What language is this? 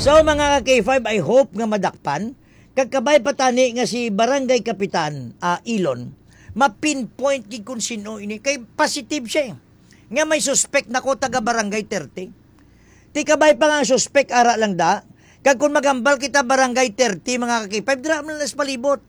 Hiligaynon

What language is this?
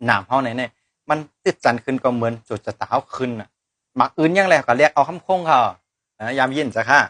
Shan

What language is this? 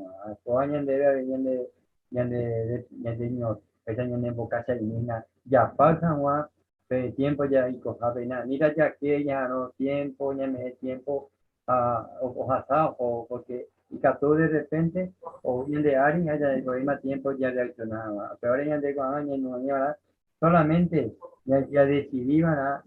Guarani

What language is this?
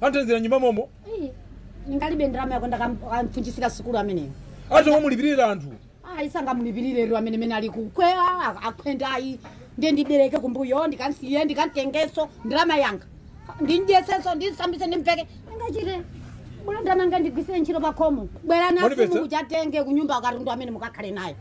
Nyanja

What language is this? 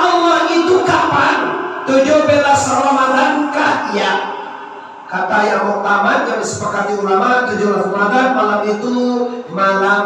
Minangkabau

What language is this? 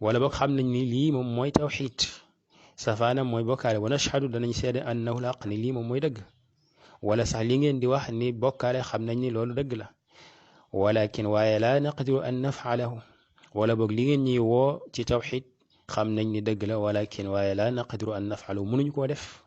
Wolof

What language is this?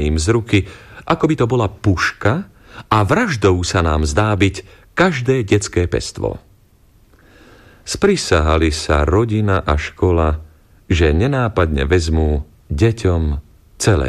Slovak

